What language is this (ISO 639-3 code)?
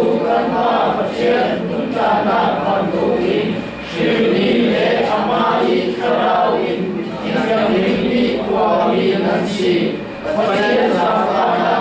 cfm